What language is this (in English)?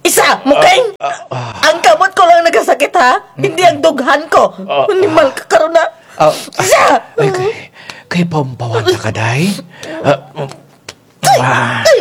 Kinaray-a